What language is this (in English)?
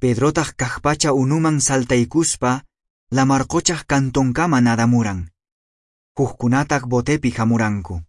Quechua